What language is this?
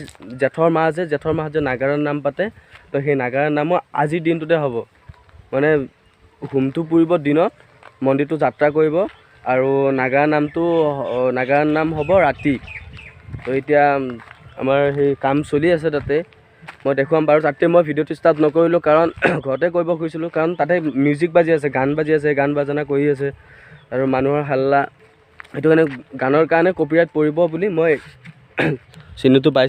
Assamese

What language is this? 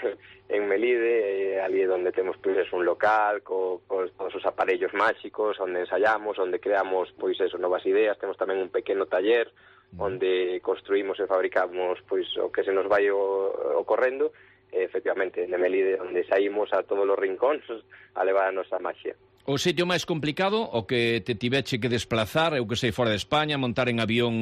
Galician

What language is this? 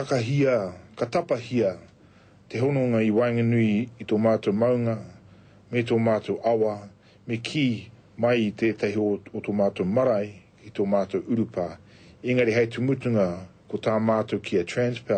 Māori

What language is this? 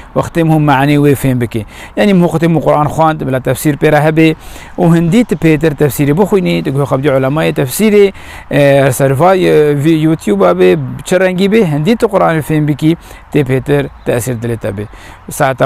Kurdish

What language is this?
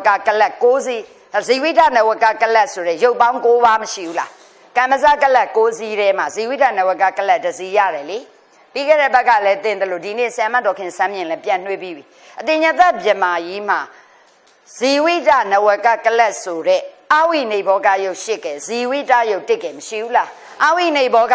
Burmese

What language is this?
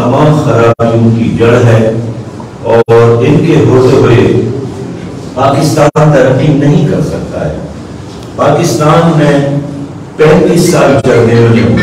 Urdu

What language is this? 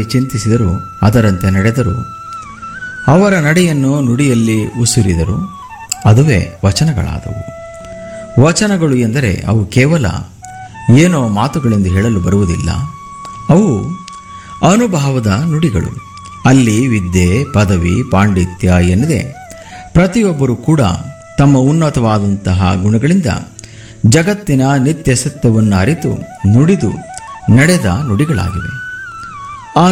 Kannada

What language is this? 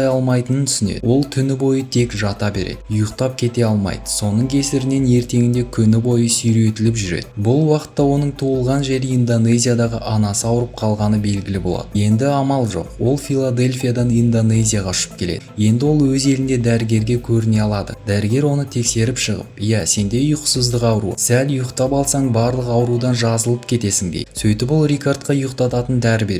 Kazakh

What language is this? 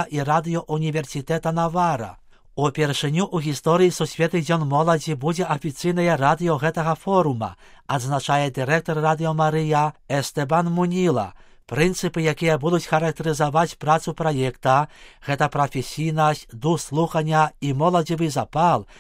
Belarusian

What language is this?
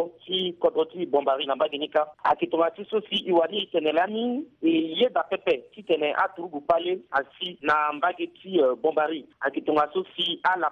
Sango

